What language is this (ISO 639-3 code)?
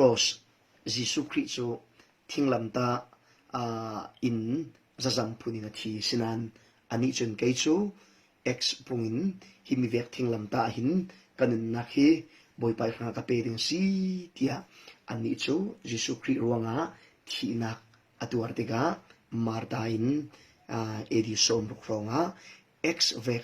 cfm